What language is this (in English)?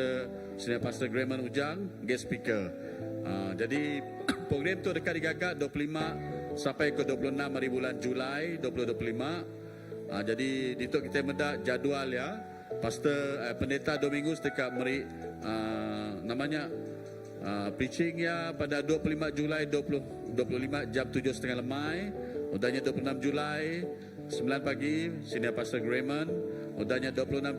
Iban